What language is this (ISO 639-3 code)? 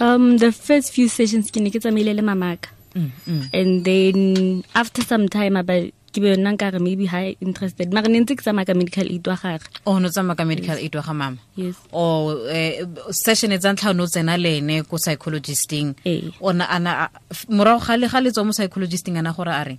tsn